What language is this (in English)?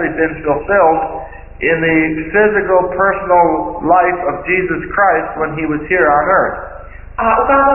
Czech